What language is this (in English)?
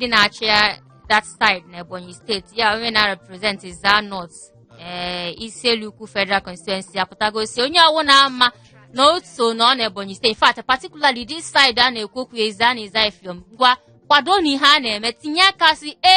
Igbo